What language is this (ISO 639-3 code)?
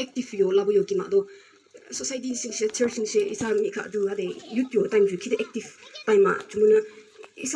yim